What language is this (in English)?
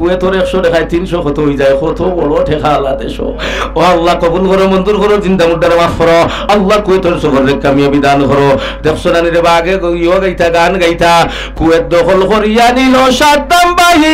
Sylheti